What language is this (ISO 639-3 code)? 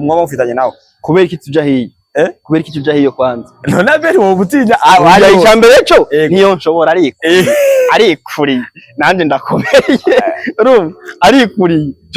run